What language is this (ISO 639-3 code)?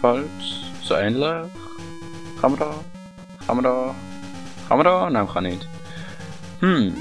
gsw